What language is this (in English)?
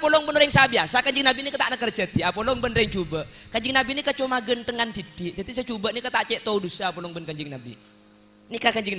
Madurese